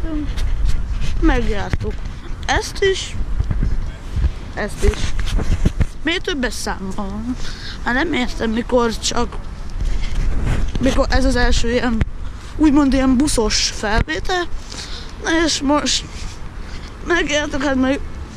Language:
Hungarian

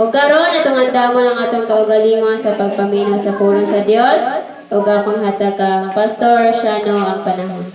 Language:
Cebuano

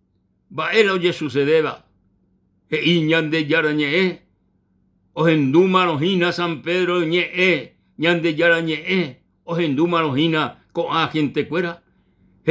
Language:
Guarani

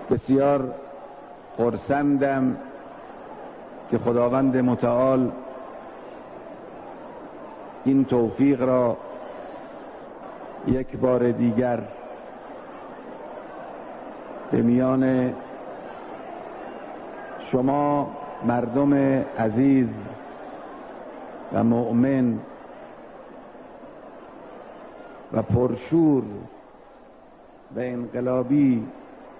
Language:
Persian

